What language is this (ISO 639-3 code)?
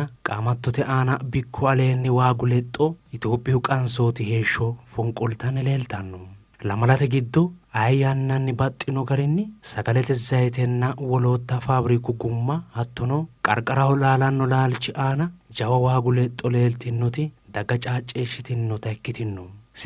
sid